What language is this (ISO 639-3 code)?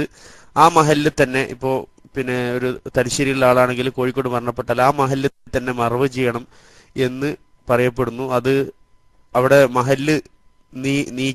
mal